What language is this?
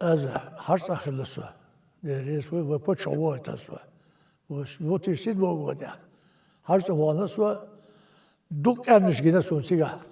Chechen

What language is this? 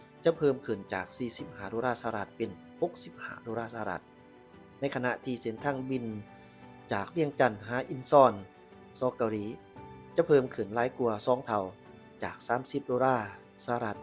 Lao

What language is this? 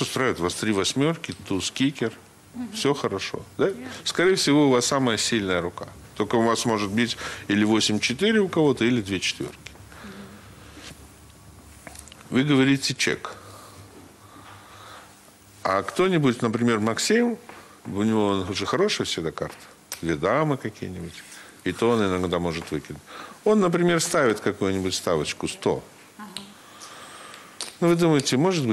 Russian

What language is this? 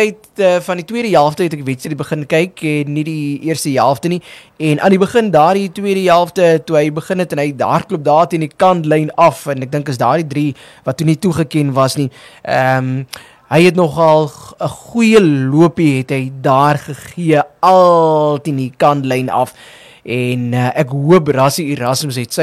Afrikaans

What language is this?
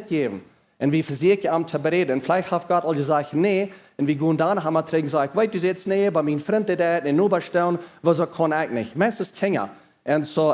Plautdietsch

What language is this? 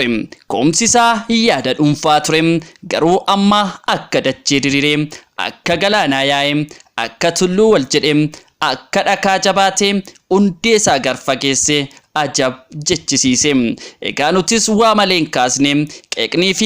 Oromo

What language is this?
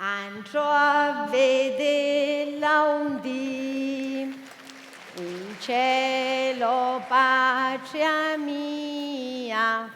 Sicilian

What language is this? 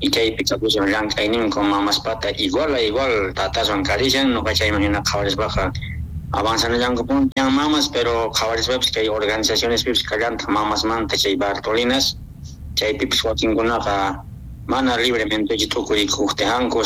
Quechua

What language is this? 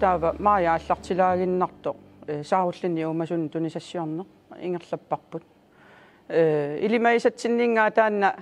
Kalaallisut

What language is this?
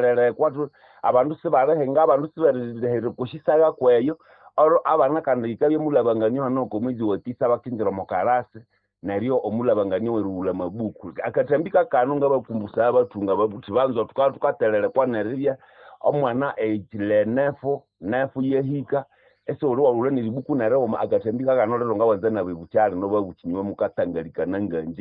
Nande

